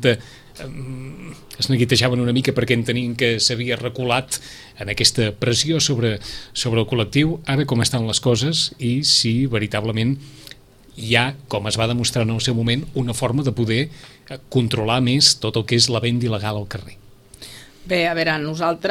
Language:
Catalan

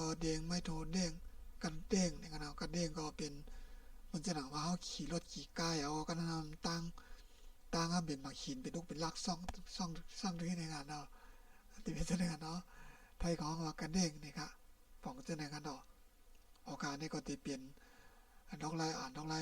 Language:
Shan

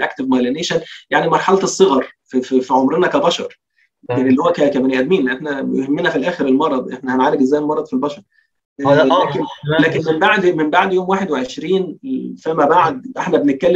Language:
Egyptian Arabic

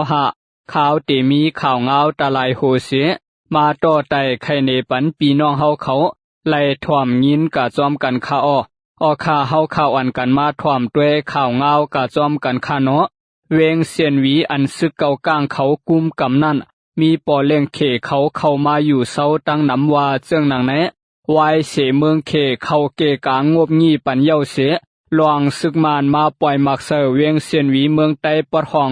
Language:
Shan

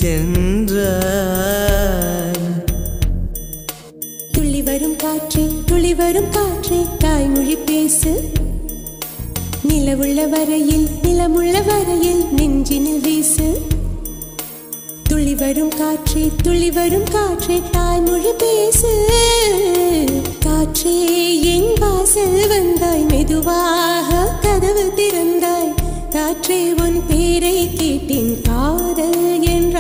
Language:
Tamil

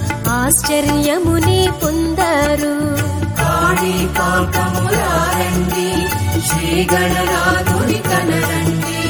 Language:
Telugu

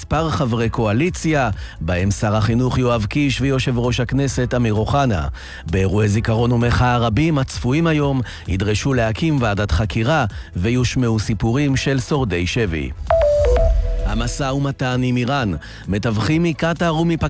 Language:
Hebrew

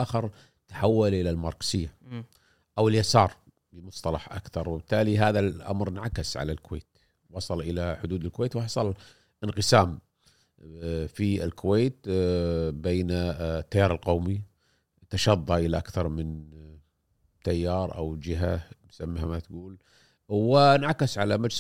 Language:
Gulf Arabic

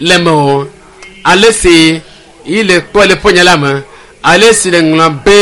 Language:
Ewe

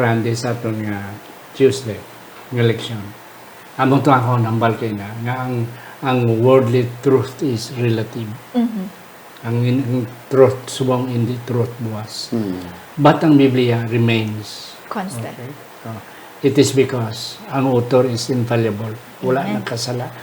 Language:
Hiligaynon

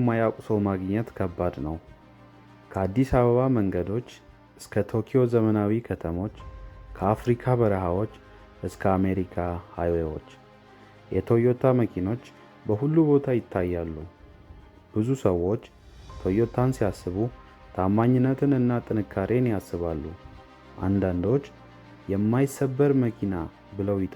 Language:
Amharic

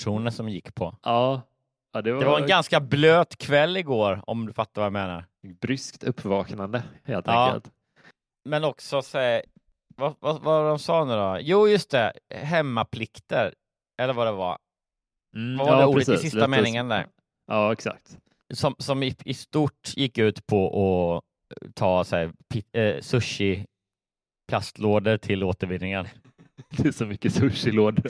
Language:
Swedish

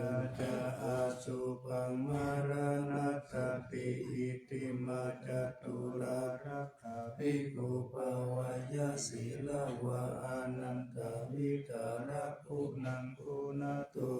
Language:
Pali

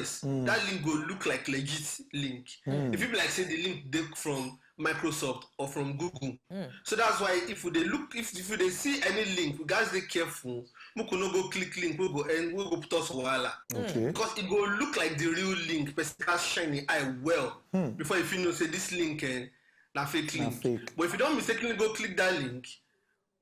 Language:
Nigerian Pidgin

